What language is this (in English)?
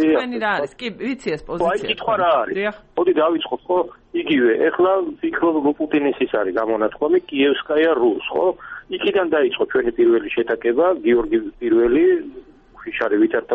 Georgian